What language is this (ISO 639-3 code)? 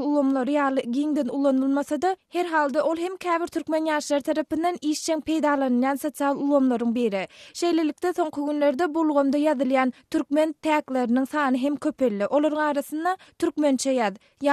tuk